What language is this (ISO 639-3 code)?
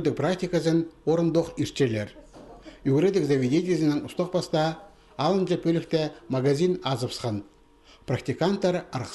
kjh